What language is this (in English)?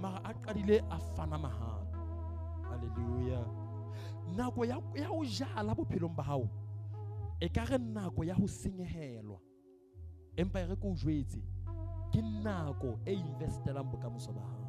Southern Sotho